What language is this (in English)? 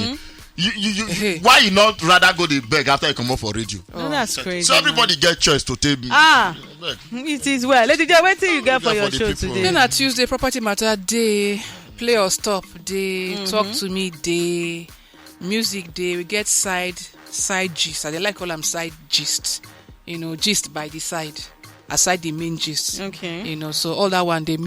Nigerian Pidgin